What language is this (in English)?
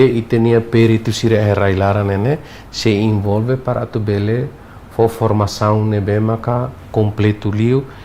Tetum